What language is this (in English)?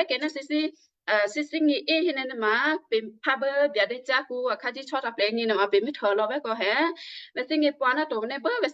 Western Kayah